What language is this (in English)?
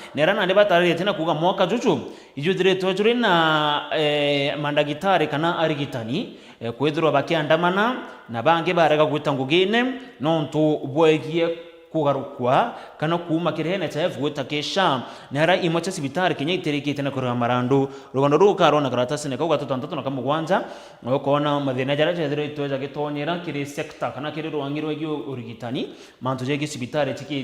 Meru